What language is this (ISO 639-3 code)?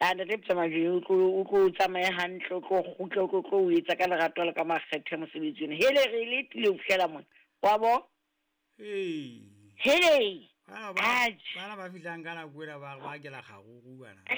sot